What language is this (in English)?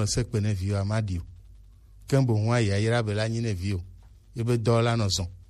Gen